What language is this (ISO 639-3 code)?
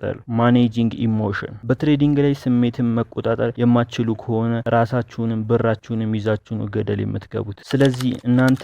amh